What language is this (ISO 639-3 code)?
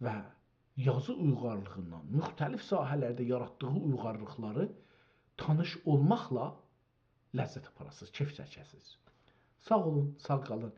azb